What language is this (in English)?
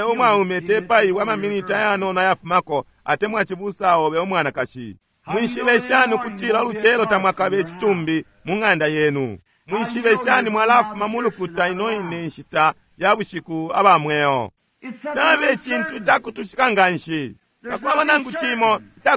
Bemba